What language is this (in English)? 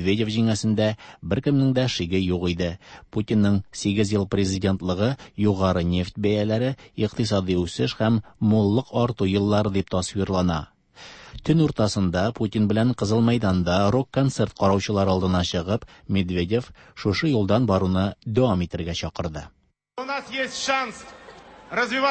Tatar